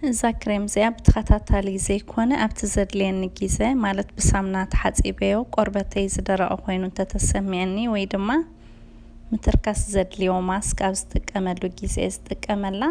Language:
Tigrinya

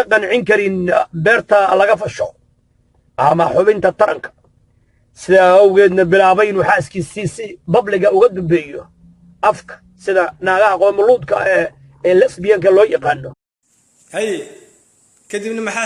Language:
Somali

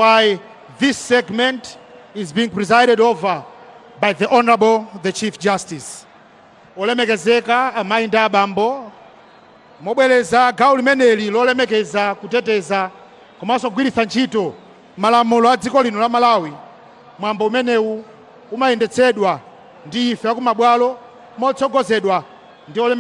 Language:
Nyanja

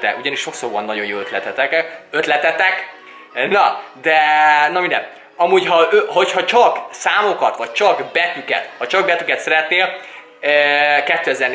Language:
Hungarian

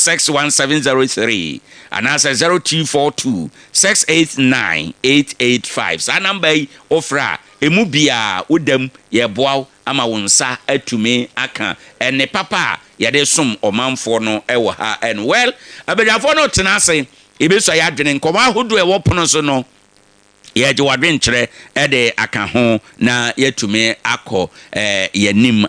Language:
Akan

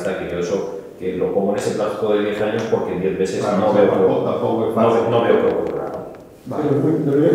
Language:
Spanish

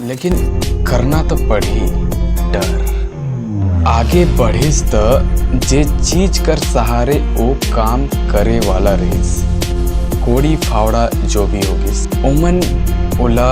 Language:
Chhattisgarhi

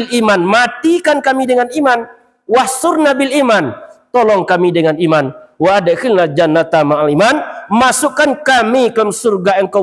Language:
Minangkabau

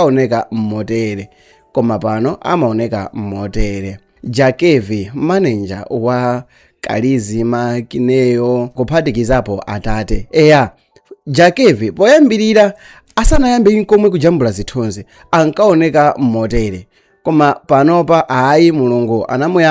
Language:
Nyanja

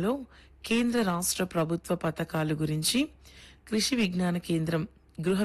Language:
Telugu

